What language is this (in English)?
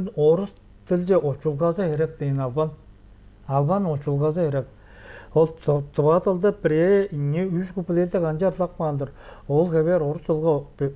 Tuvinian